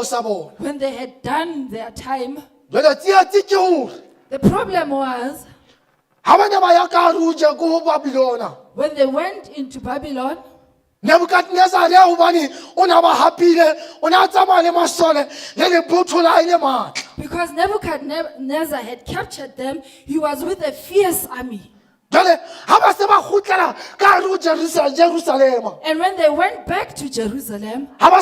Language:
Southern Sotho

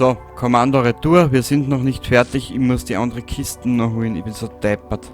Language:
Bavarian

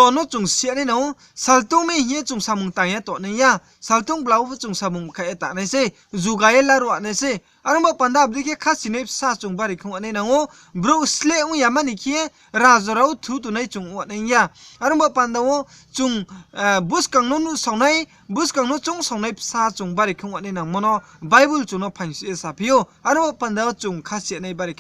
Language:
Riang (India)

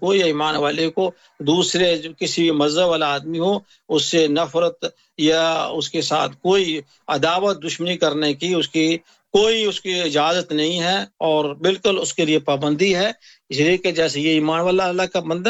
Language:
Urdu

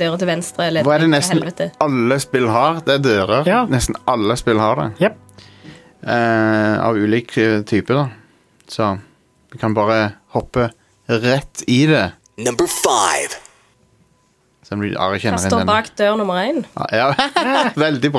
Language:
Norwegian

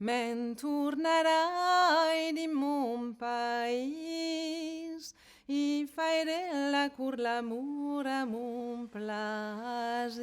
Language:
Occitan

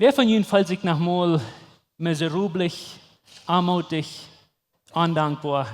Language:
Plautdietsch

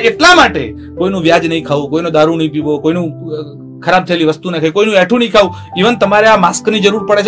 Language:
Gujarati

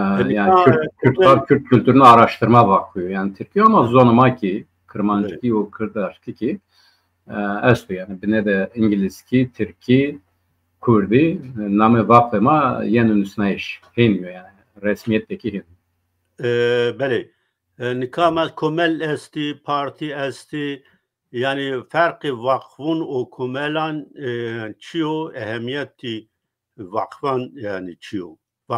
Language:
Zaza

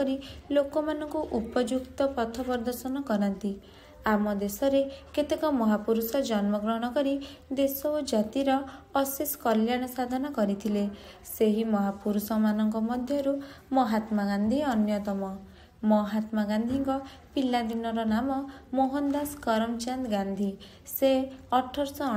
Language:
Odia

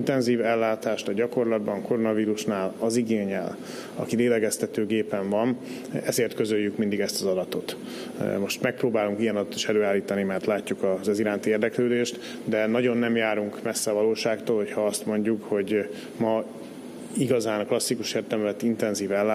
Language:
Hungarian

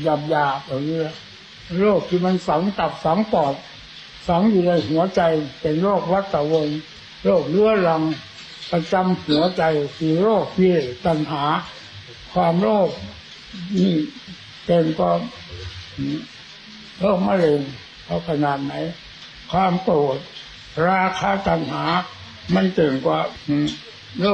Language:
Thai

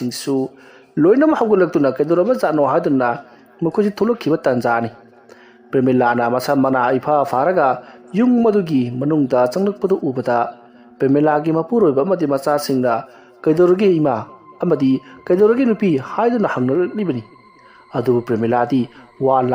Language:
Manipuri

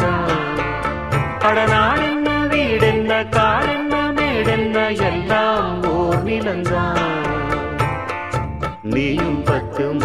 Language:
Tamil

